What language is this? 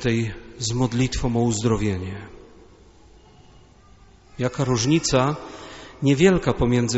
Polish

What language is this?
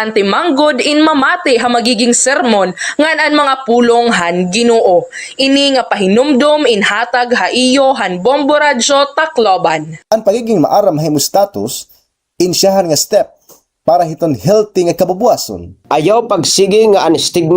Waray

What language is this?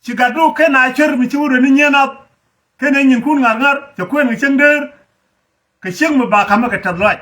Nuer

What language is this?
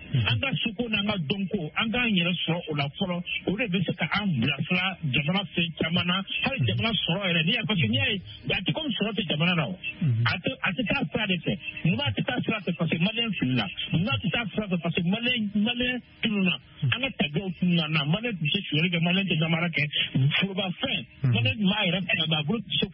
Bambara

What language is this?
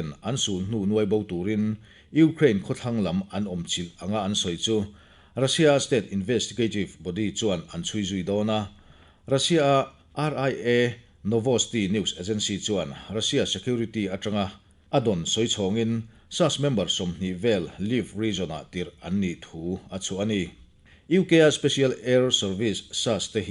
Mizo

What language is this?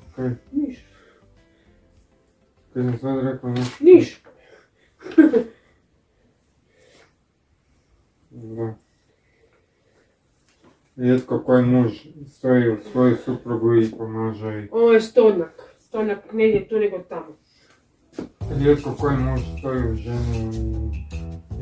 Croatian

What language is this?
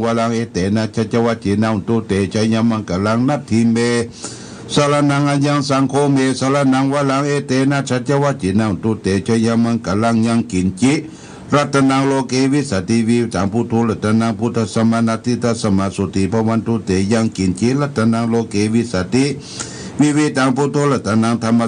Pali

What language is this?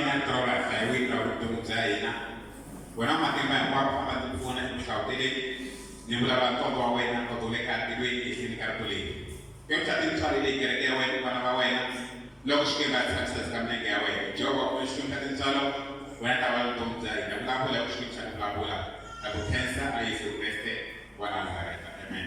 Tsonga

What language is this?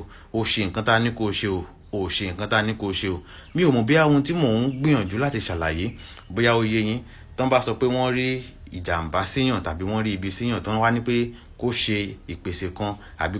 Yoruba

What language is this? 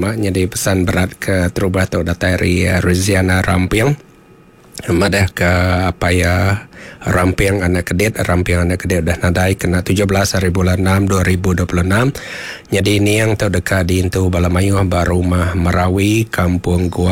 Iban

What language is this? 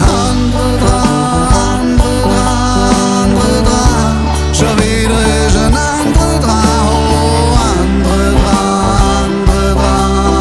Swiss German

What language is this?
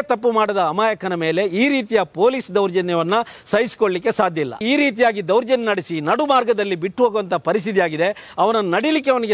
Kannada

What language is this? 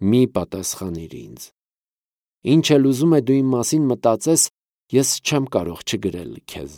Armenian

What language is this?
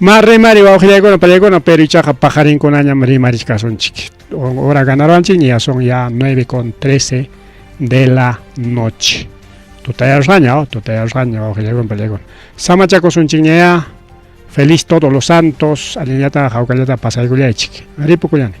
Ayacucho Quechua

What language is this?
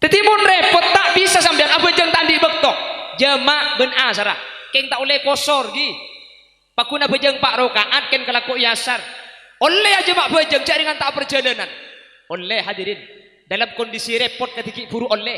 Madurese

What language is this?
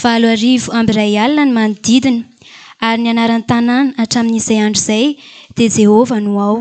Malagasy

